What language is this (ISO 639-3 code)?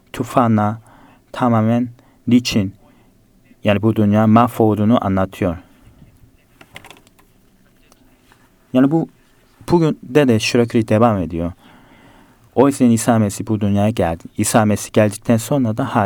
tur